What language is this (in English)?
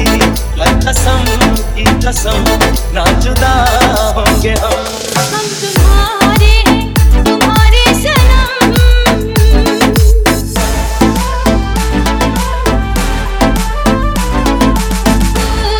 Hindi